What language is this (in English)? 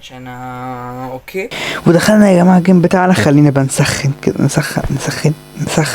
Egyptian Arabic